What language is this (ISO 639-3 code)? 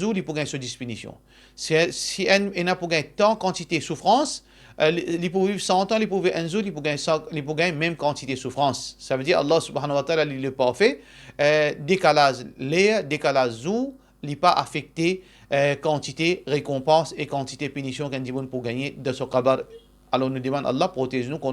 mfe